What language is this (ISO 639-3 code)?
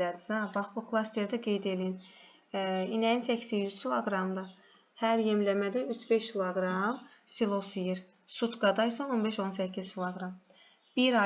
aze